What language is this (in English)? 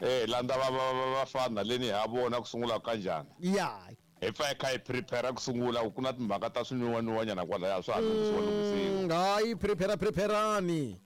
Tsonga